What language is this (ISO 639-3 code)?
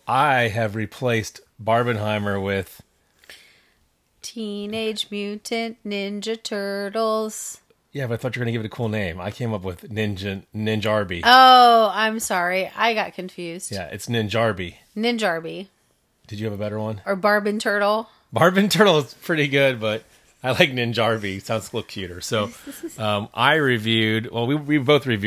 eng